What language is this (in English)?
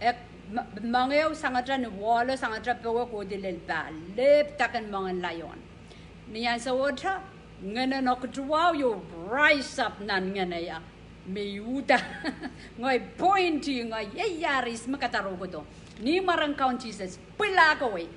Pohnpeian